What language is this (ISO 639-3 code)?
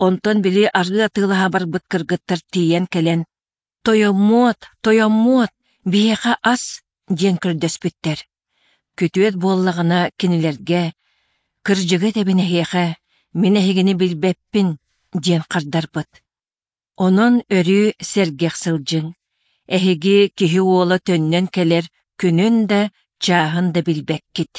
sah